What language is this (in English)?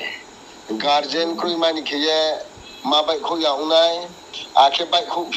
Riang (India)